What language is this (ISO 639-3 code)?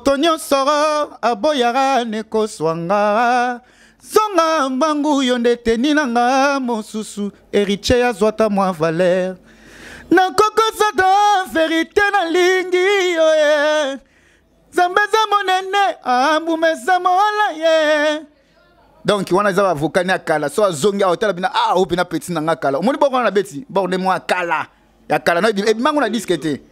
lin